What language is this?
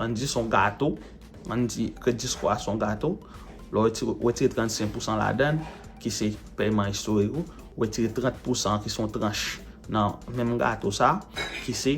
Haitian Creole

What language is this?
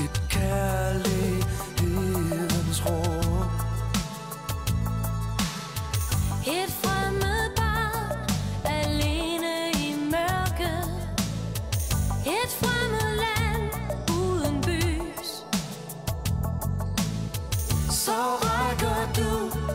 Danish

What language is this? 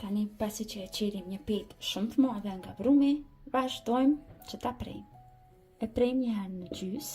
Albanian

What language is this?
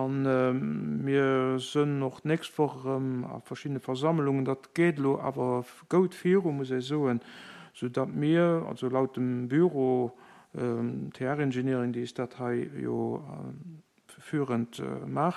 Luxembourgish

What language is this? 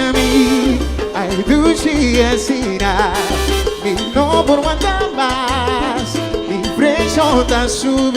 Papiamento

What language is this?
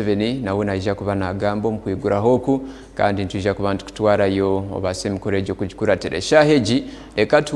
Nyankole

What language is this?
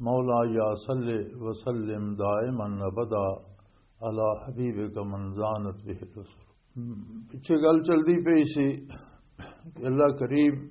Western Panjabi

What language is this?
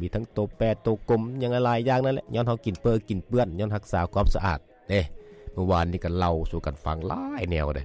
Lao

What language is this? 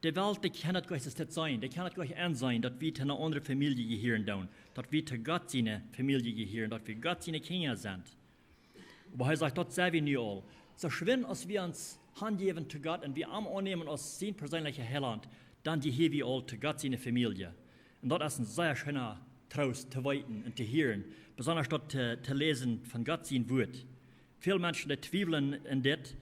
Plautdietsch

